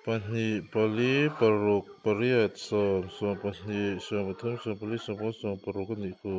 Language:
Mizo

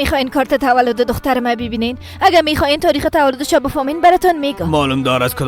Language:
Persian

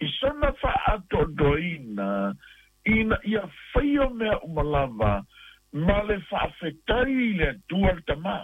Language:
Samoan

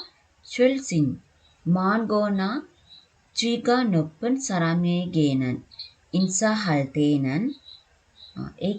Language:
Sinhala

